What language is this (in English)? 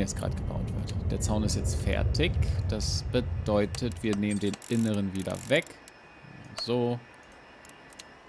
German